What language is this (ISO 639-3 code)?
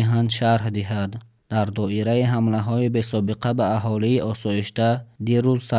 tgk